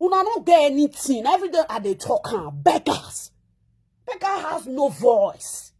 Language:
Nigerian Pidgin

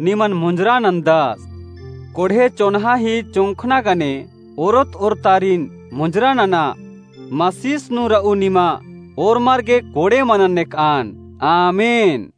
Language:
Kurukh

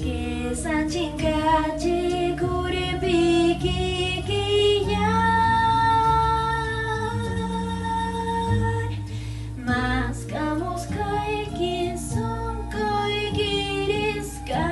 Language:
Quechua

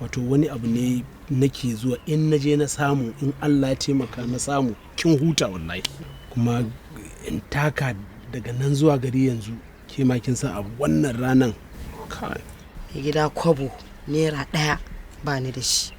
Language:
Hausa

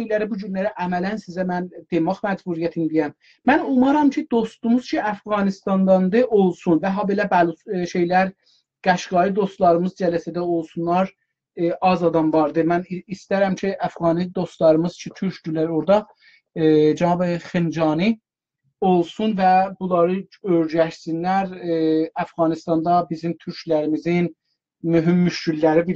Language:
South Azerbaijani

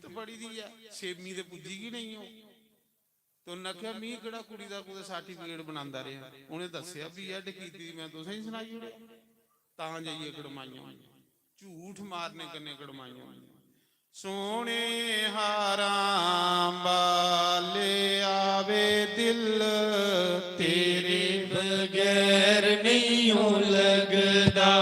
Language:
Dogri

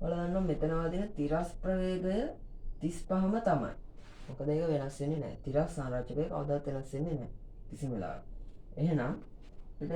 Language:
Sinhala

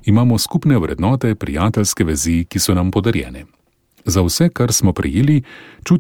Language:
Slovenian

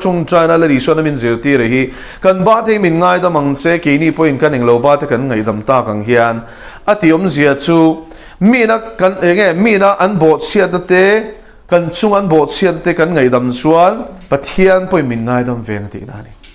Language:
Mizo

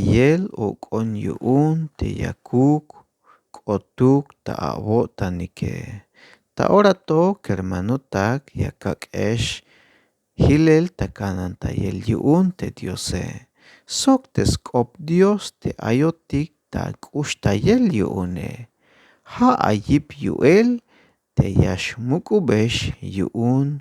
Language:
Tzeltal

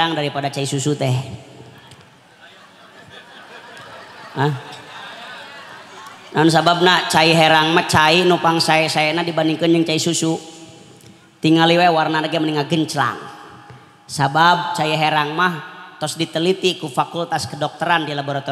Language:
Sundanese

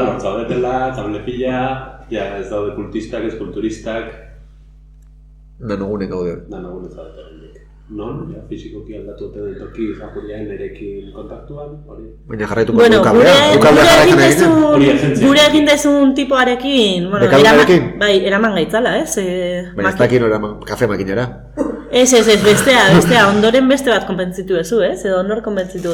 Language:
Basque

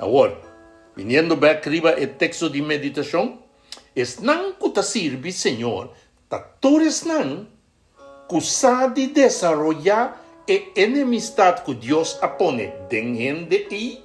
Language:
Papiamento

